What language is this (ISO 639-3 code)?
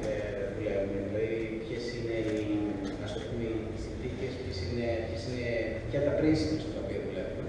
ell